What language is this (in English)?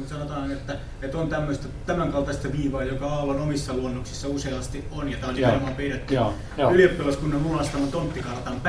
Finnish